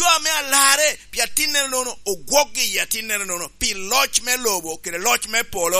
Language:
Lango (Uganda)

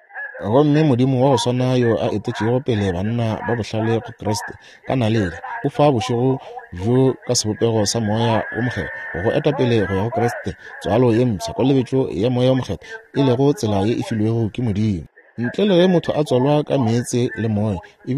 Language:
Northern Sotho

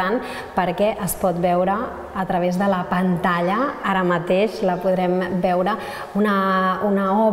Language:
Catalan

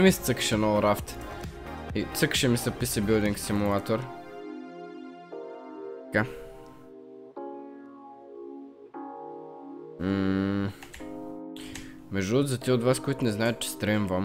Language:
Bulgarian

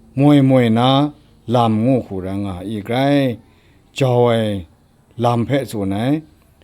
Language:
Kachin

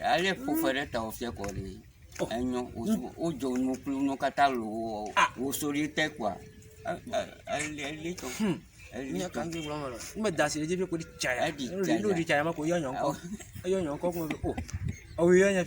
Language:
Ewe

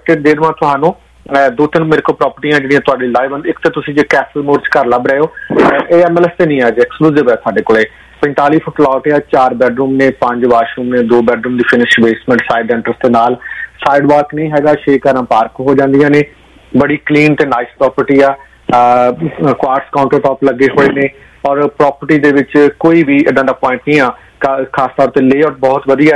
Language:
Punjabi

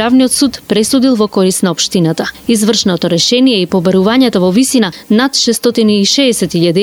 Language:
Macedonian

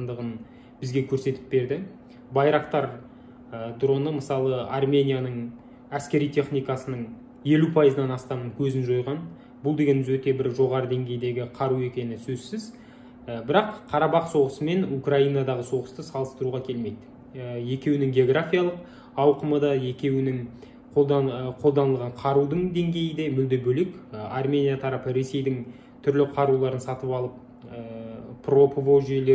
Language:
Kazakh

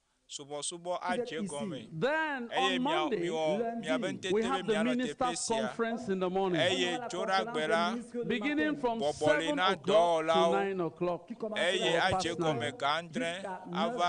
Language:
Ewe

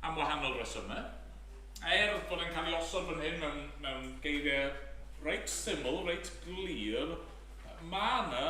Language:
Welsh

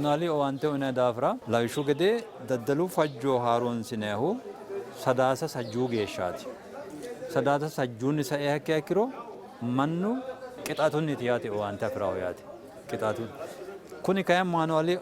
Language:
Sidamo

